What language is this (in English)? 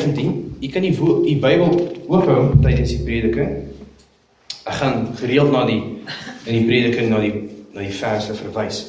Afrikaans